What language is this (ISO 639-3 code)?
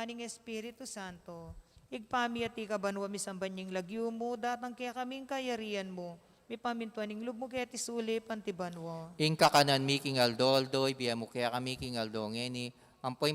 pam